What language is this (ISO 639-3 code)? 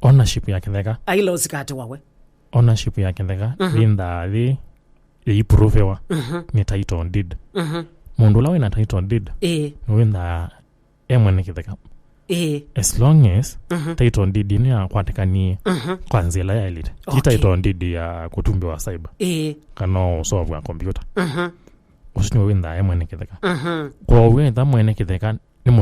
kam